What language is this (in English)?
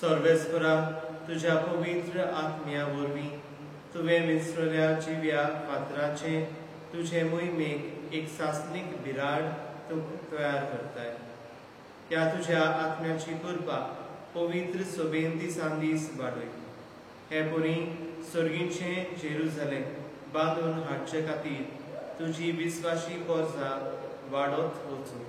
Konkani